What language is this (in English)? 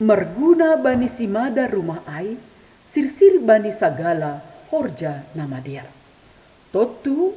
Batak Simalungun